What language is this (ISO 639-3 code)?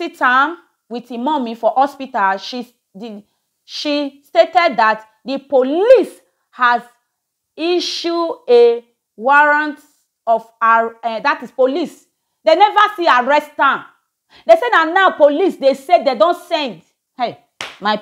pcm